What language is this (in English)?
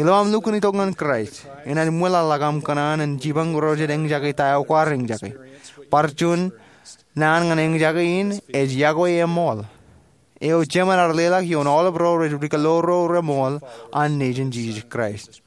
Marshallese